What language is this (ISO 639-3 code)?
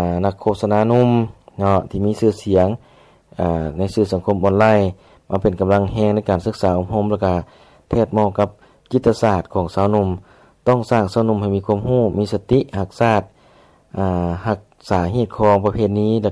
lao